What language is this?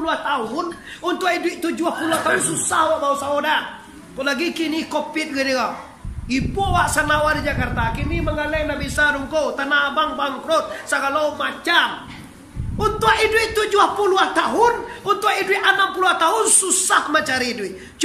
Minangkabau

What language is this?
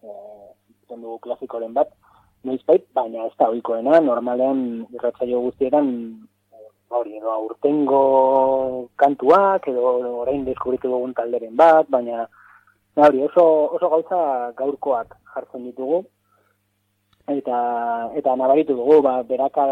Basque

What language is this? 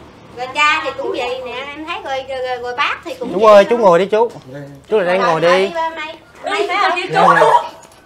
Vietnamese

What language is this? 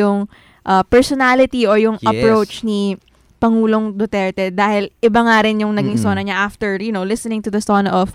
Filipino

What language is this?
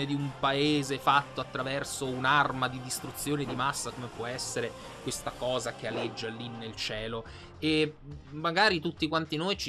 Italian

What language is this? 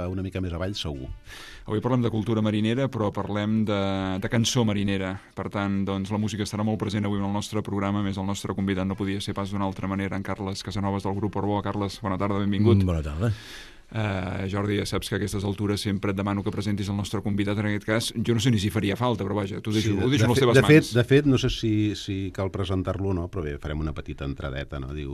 Catalan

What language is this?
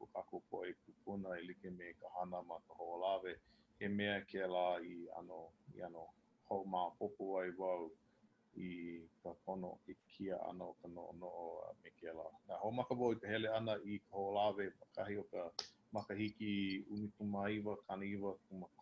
Hawaiian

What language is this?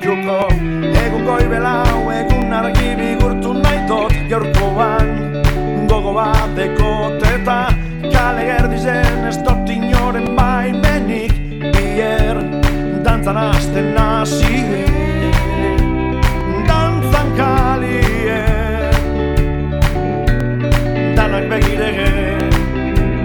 Basque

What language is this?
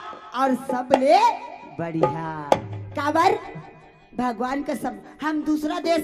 Chhattisgarhi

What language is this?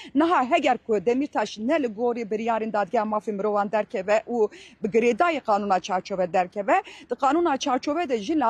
Kurdish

